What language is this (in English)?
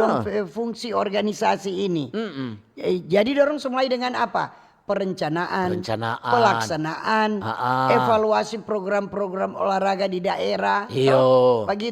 Manado Malay